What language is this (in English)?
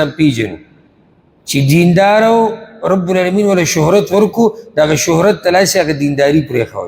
Pashto